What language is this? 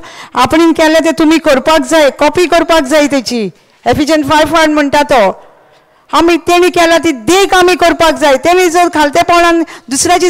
Konkani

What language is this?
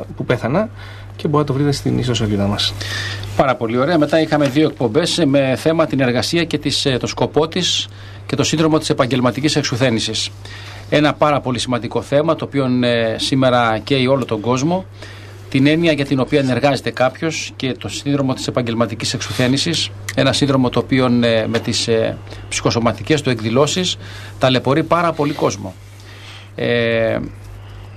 Greek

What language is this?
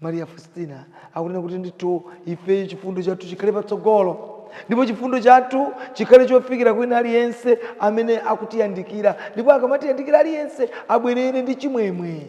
Nyanja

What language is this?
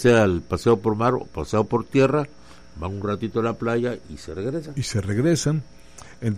Spanish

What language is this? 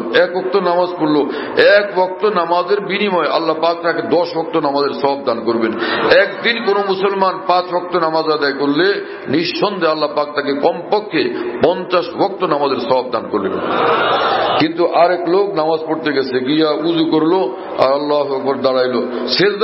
Bangla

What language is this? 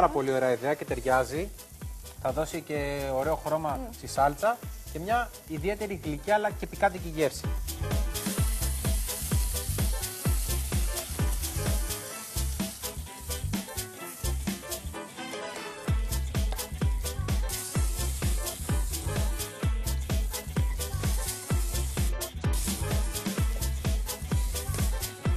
Greek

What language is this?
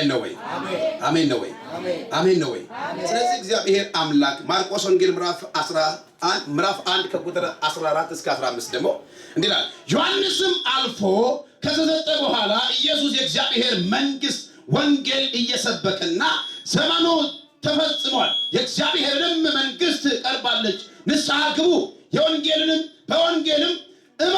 Amharic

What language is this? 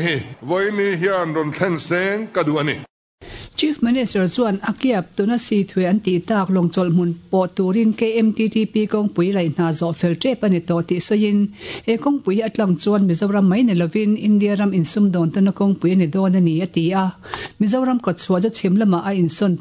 Mizo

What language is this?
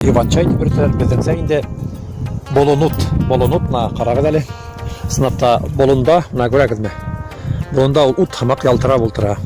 Bashkir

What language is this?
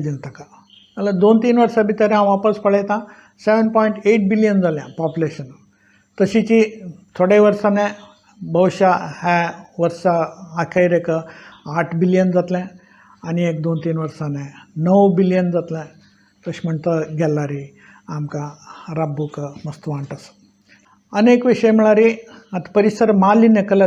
Konkani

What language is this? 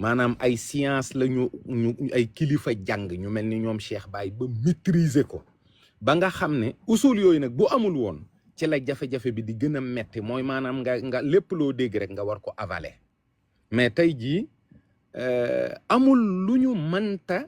Wolof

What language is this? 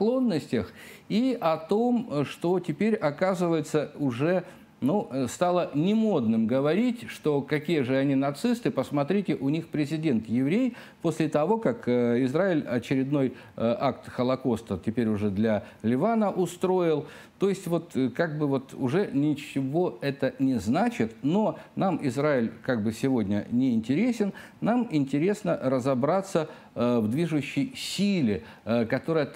Russian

